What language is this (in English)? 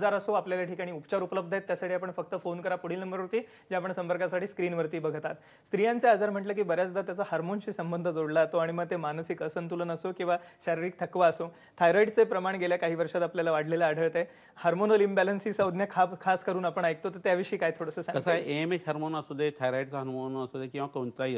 Marathi